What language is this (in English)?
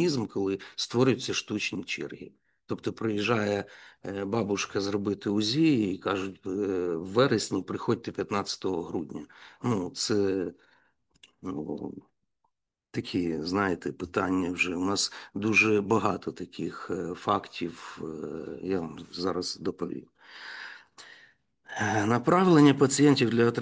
Ukrainian